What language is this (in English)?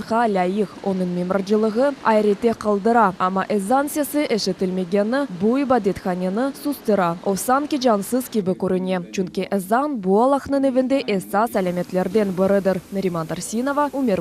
Crimean Tatar